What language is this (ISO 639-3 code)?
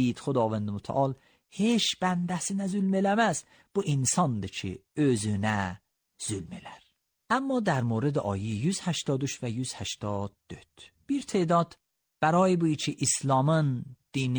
aze